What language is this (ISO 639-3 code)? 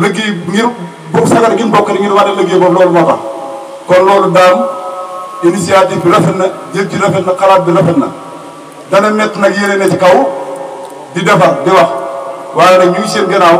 wol